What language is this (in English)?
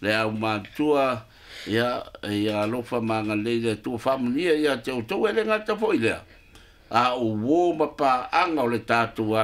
Samoan